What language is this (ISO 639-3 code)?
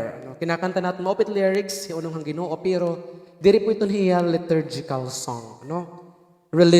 war